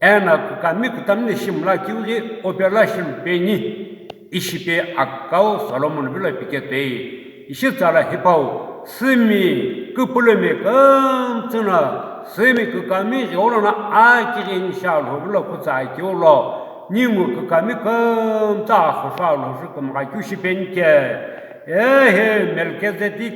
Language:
Sumi Naga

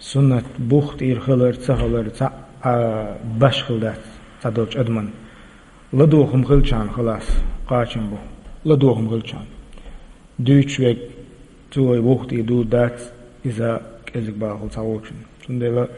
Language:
Chechen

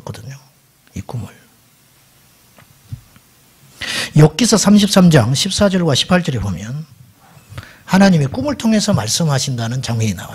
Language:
Korean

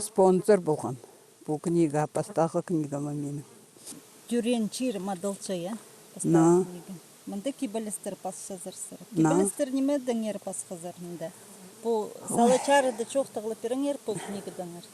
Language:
Khakas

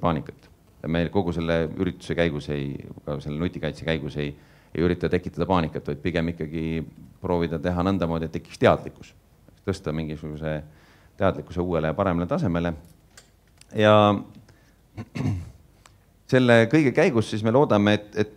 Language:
Estonian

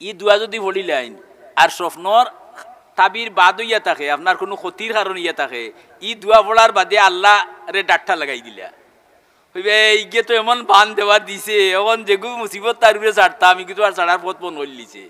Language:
Sylheti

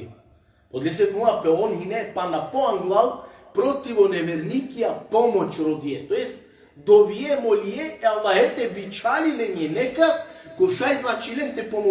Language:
Balkan Romani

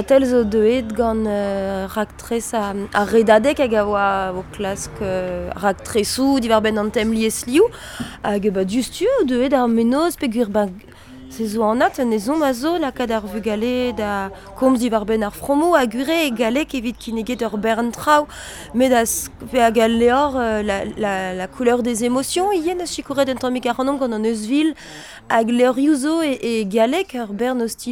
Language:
Breton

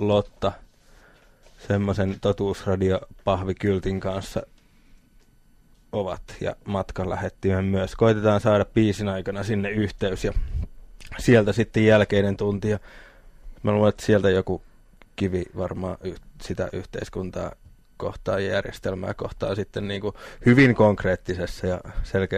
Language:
Finnish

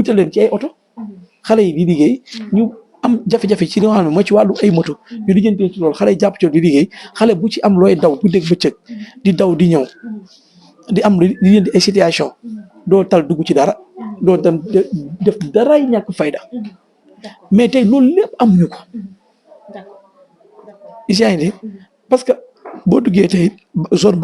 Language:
Wolof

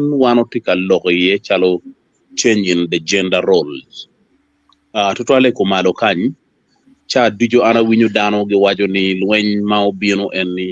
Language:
Acoli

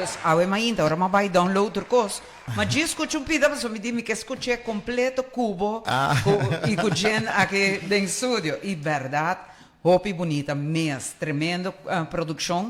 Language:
Papiamento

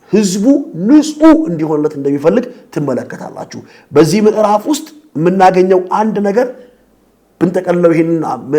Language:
Amharic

